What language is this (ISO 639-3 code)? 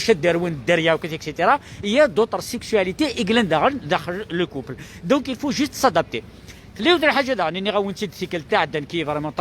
kab